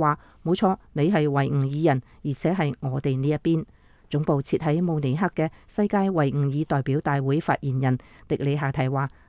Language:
Cantonese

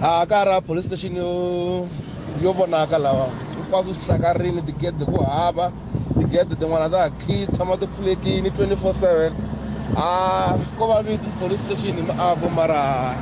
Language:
Tsonga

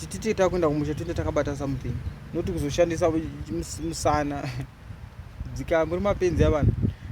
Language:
Shona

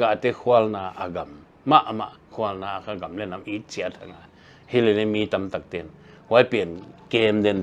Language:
Paite Chin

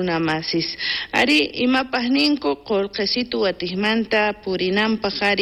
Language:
South Bolivian Quechua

